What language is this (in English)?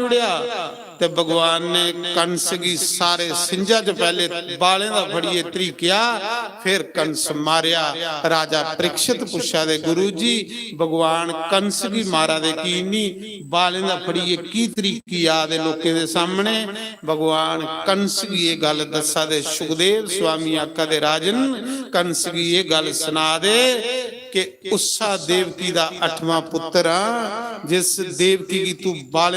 Dogri